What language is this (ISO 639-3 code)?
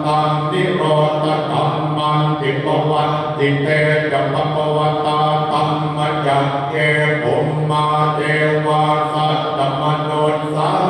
pli